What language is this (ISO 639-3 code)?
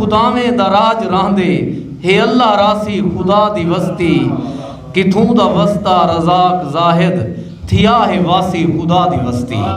skr